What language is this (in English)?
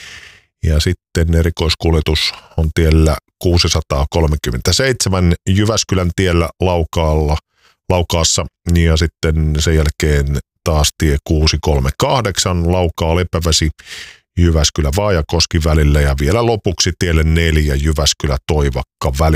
Finnish